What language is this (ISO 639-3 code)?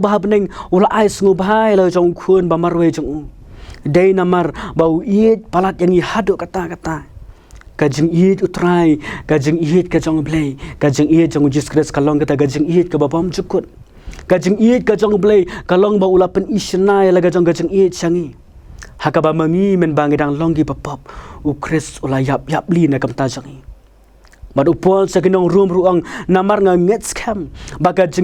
kha